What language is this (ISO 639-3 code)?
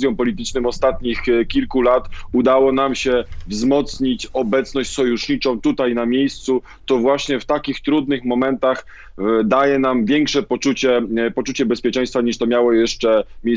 pol